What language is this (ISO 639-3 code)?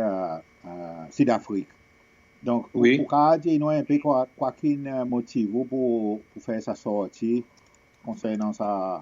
crs